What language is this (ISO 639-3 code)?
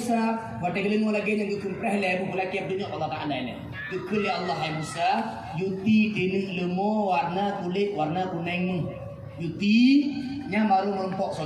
ace